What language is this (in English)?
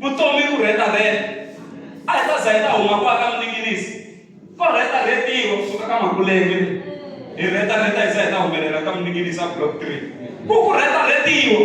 Tsonga